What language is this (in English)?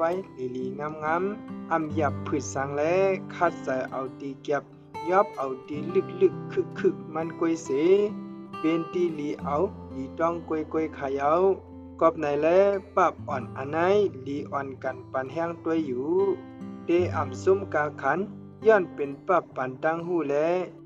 Shan